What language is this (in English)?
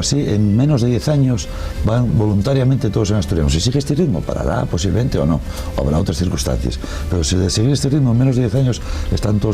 Asturian